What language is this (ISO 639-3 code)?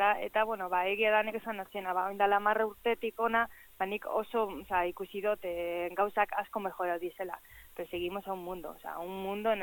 eus